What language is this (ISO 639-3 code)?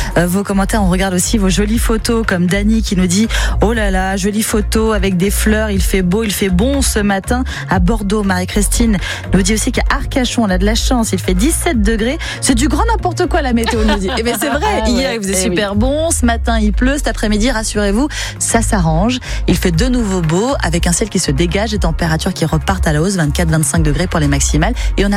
fra